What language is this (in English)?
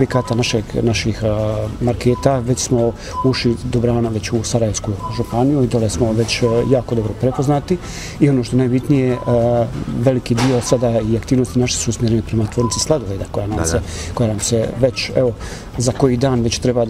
Bosnian